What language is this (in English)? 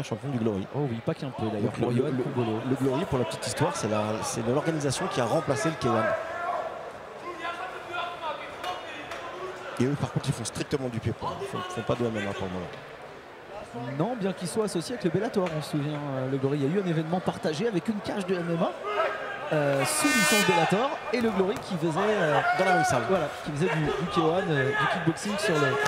French